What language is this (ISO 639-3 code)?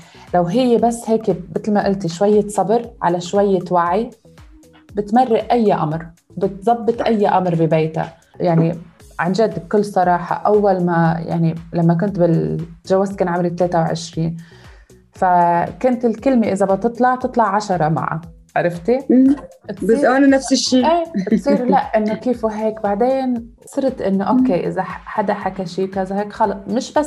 apc